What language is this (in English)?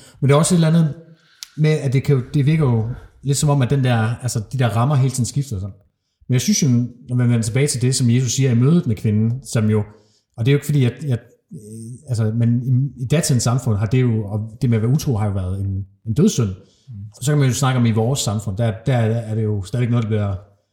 Danish